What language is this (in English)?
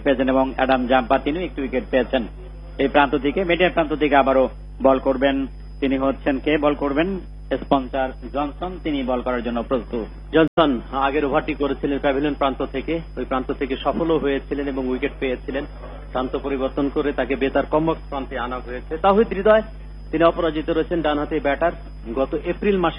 Bangla